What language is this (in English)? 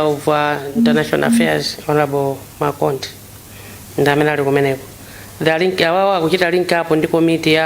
Nyanja